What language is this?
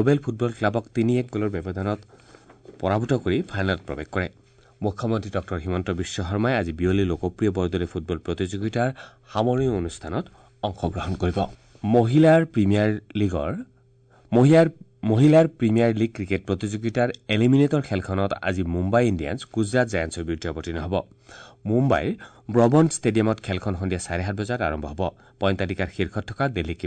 Assamese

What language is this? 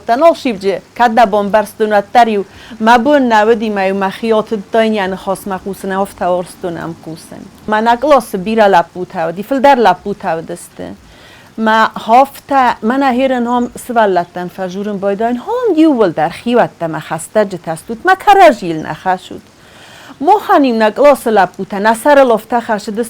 Ossetic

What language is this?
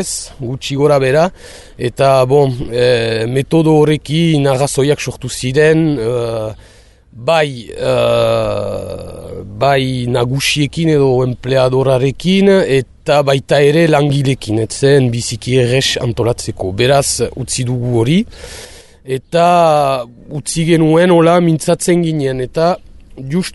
Basque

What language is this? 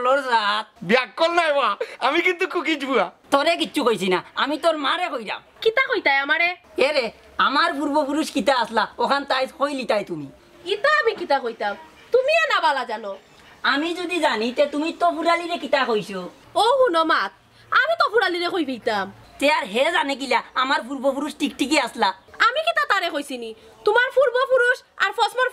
Sylheti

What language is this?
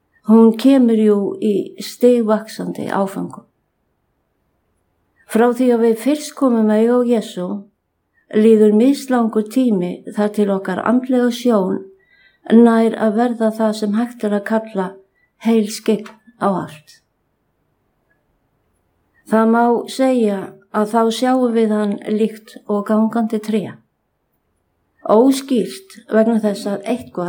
Icelandic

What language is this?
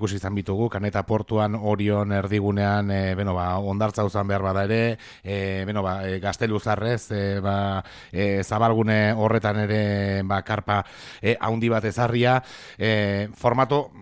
Basque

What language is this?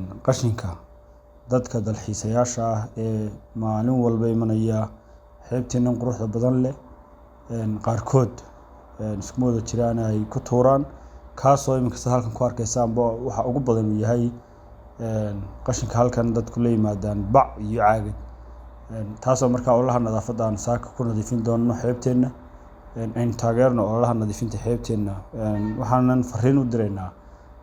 Somali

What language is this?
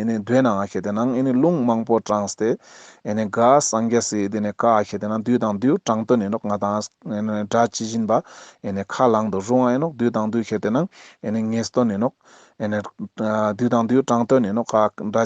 Ladakhi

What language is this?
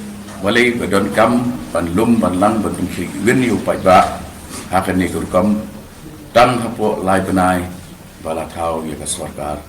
Khasi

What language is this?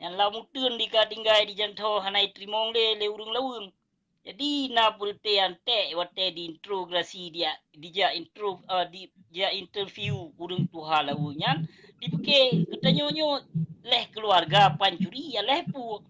Achinese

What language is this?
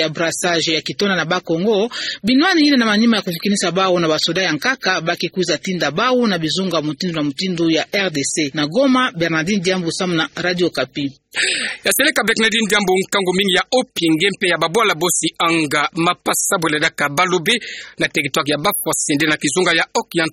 Kituba (Democratic Republic of Congo)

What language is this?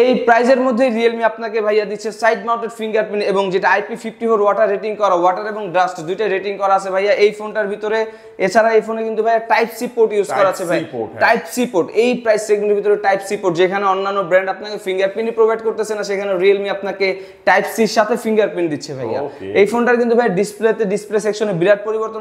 Bangla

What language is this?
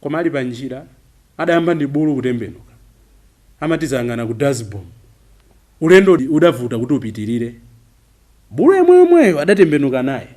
Nyanja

